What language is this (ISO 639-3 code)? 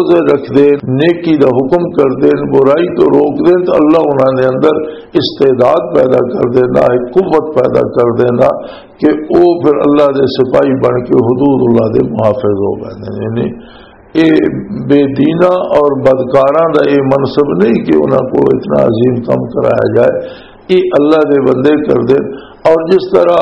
lah